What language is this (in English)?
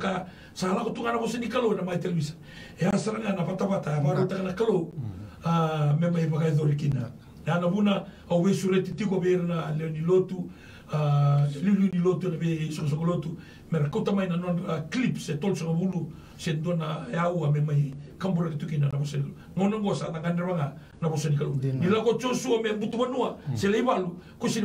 Fijian